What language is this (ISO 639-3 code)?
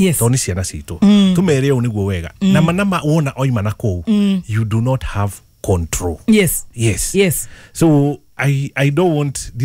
kik